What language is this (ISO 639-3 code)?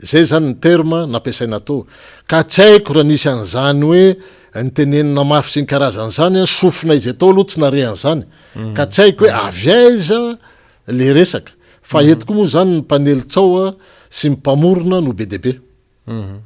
mlg